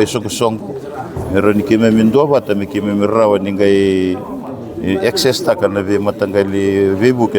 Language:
Fijian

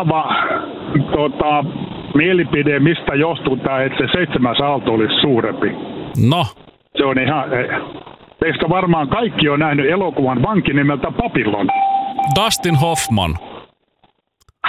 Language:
Finnish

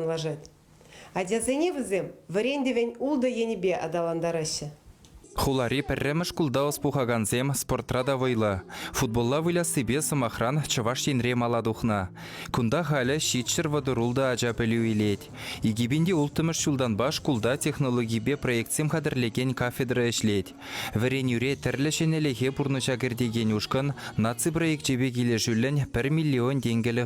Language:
Chuvash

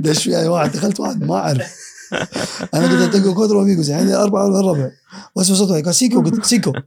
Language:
Gulf Arabic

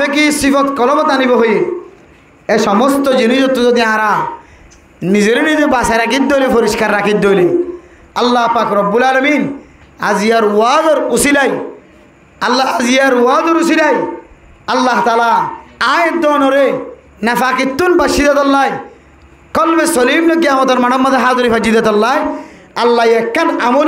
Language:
Rohingya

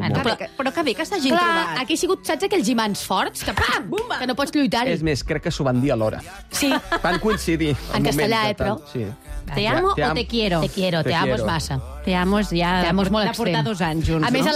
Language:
Catalan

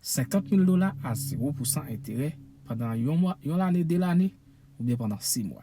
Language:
Haitian Creole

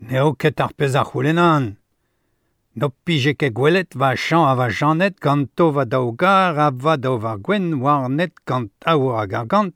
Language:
Breton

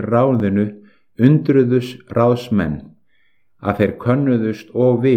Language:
Icelandic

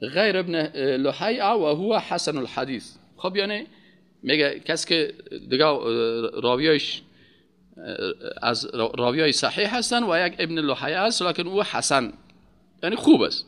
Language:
Persian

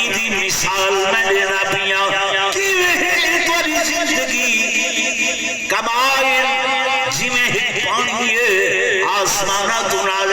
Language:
Saraiki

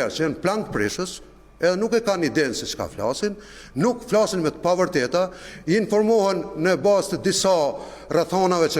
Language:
Albanian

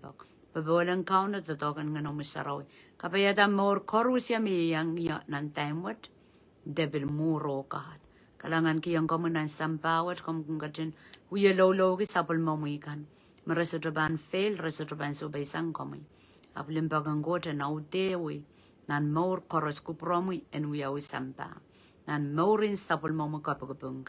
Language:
Pohnpeian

